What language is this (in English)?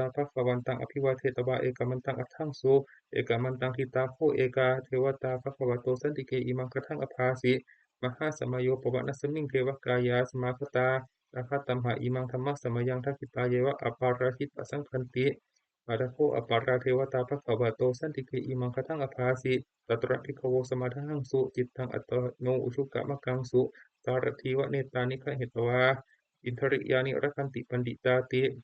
Pali